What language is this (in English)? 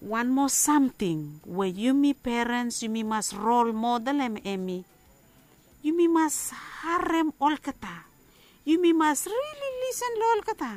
Bislama